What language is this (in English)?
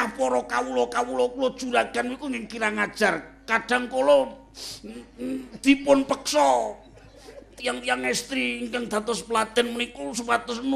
Javanese